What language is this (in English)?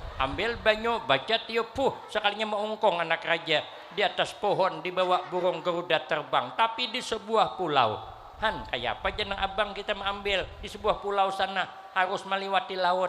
Banjar